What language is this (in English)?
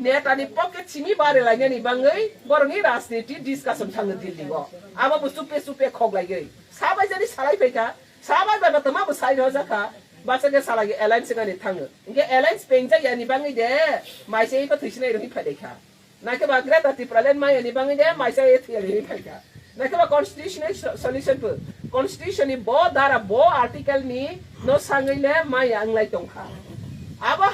Kok Borok